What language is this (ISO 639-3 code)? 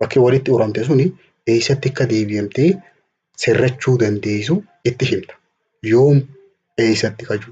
orm